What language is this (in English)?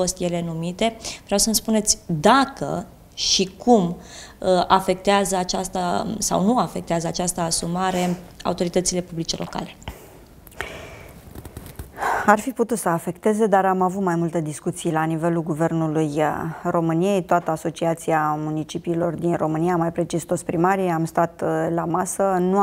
Romanian